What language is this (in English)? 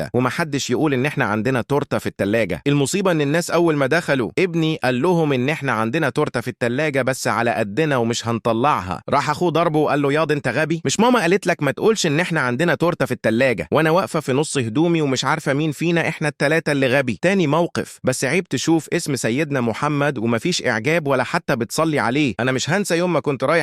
Egyptian Arabic